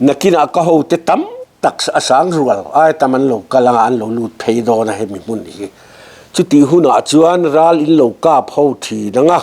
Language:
Mizo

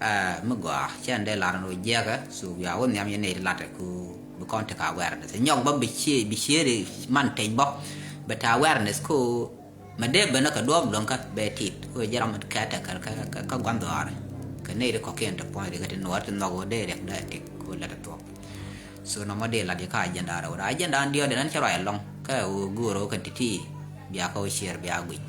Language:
Nuer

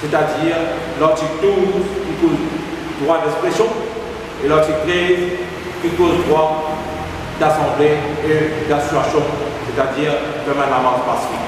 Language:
Morisyen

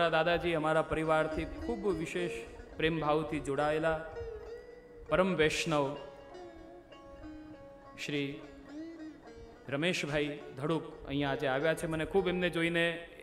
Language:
Gujarati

